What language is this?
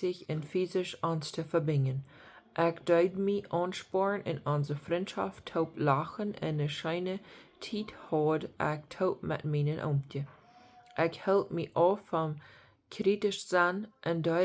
Plautdietsch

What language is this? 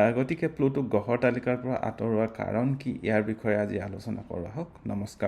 Assamese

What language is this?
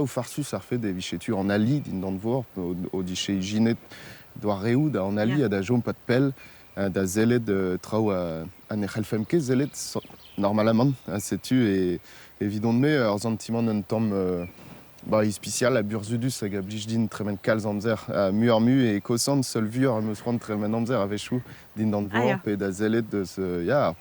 Breton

